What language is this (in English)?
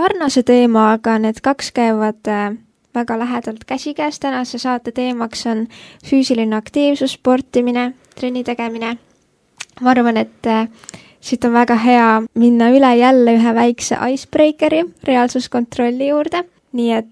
Estonian